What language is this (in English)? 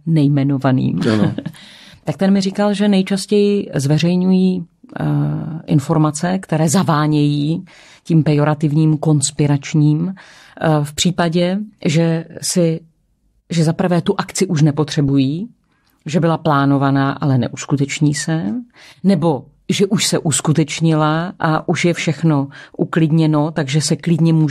Czech